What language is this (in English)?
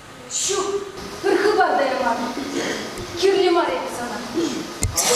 Chuvash